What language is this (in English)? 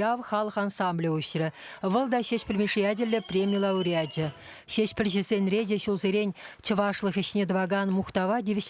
Chuvash